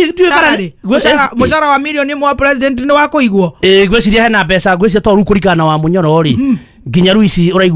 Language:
Kikuyu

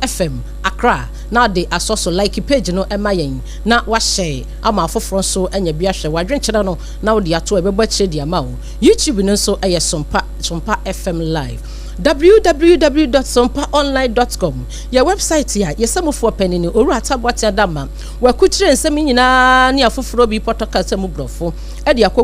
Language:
Akan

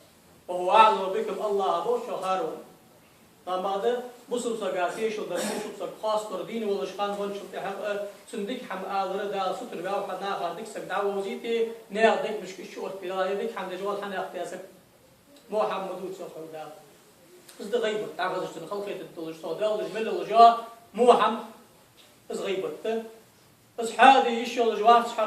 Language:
Ingush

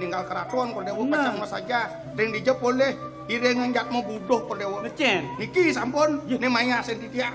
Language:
Balinese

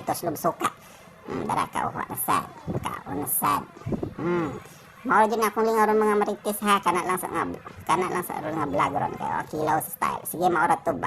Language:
Cebuano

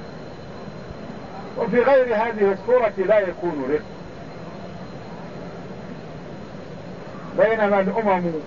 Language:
Arabic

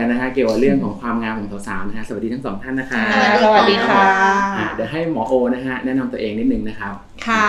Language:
Thai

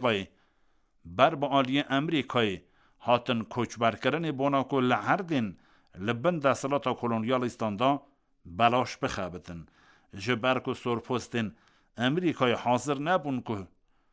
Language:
Kurdish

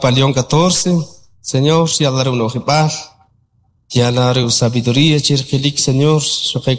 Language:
Kʼicheʼ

